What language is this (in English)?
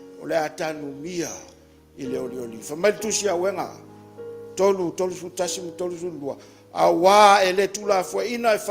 Samoan